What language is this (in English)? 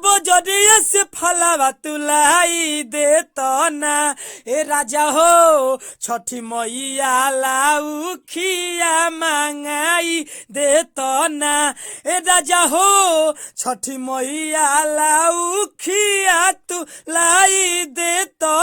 Bhojpuri